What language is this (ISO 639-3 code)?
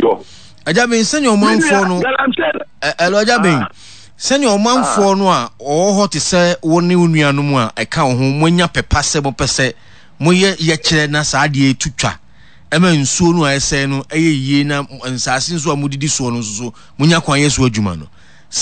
aka